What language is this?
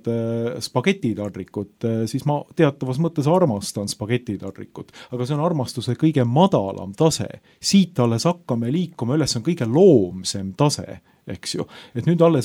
Estonian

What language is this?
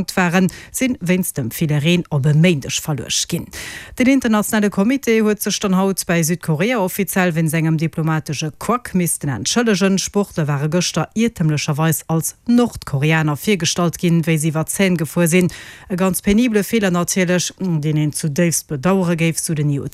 Luxembourgish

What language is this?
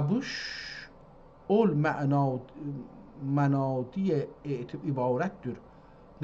South Azerbaijani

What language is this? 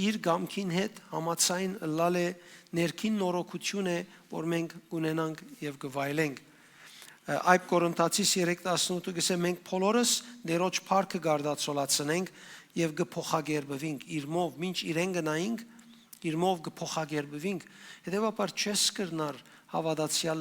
Western Armenian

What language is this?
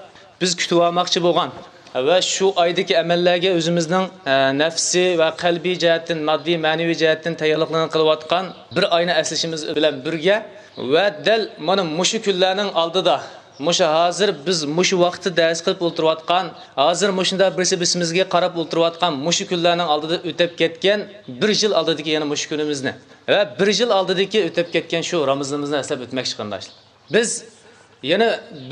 Uyghur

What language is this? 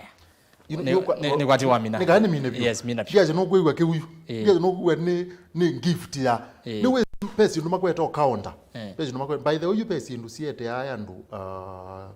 Kamba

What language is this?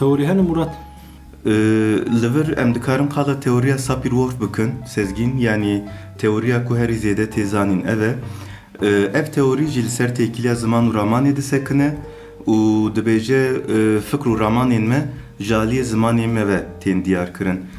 Kurdish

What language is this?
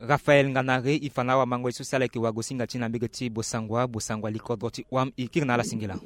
Sango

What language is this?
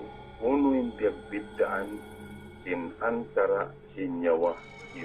Tausug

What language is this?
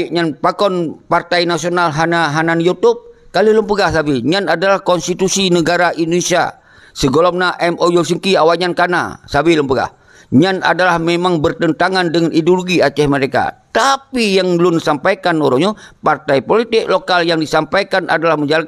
Achinese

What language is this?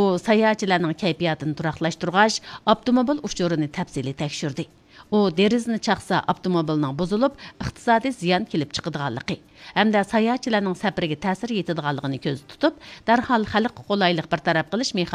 Uyghur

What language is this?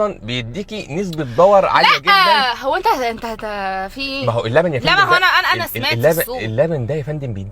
Egyptian Arabic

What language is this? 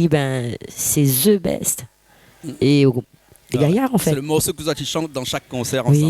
Réunion Creole French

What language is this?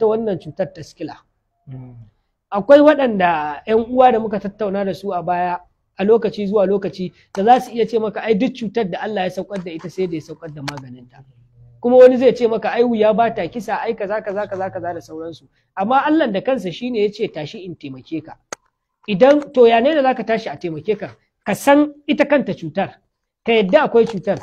Hausa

